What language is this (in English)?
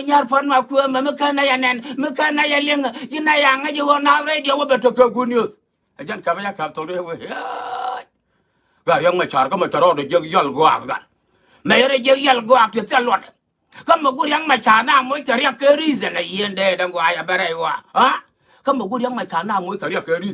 Nuer